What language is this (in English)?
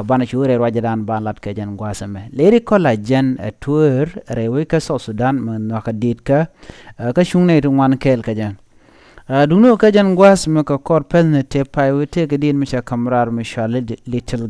Nuer